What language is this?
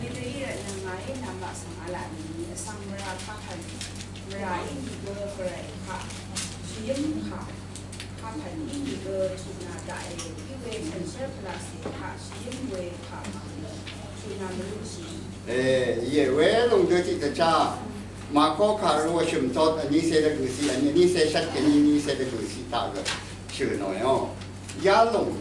Rawang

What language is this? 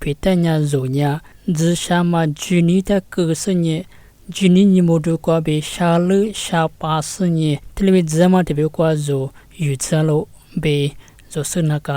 Lisu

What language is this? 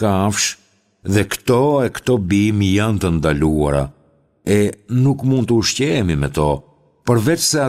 Albanian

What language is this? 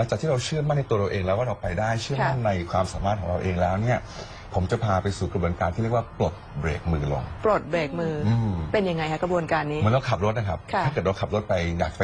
Thai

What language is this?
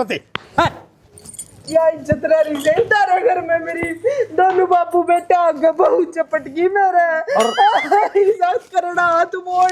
Haryanvi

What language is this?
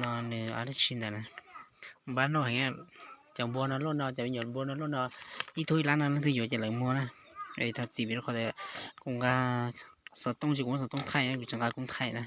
Hmong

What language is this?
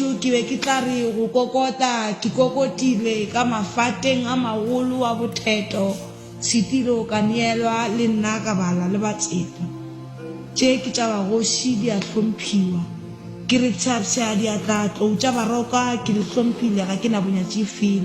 Northern Sotho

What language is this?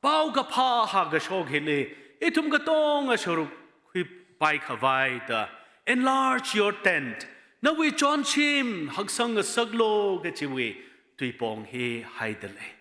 Tangkhul Naga (India)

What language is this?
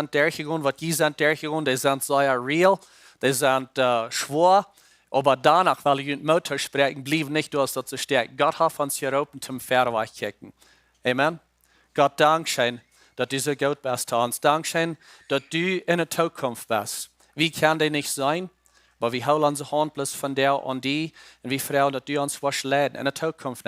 Plautdietsch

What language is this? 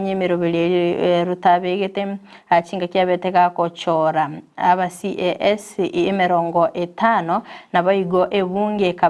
Gusii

